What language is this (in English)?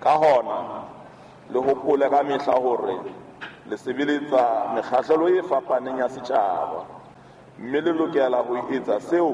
Southern Sotho